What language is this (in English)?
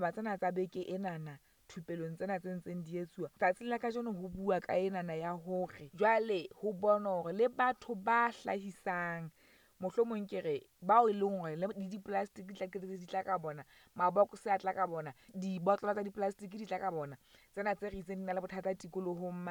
Southern Sotho